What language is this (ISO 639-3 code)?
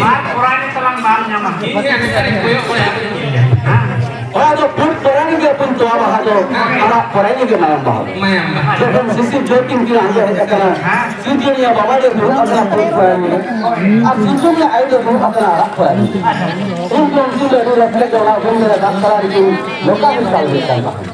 sat